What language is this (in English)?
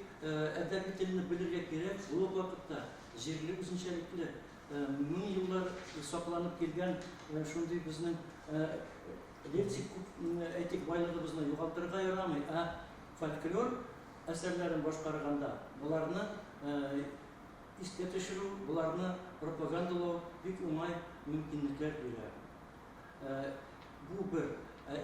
Tatar